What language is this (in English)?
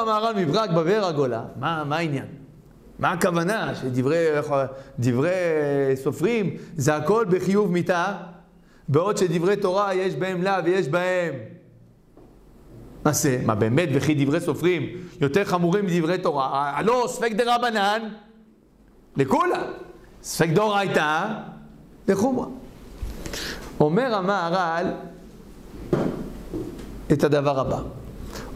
Hebrew